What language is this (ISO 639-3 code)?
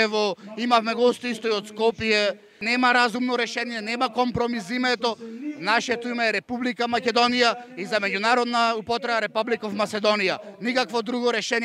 mkd